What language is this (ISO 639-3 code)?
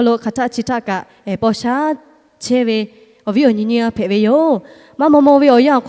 lhu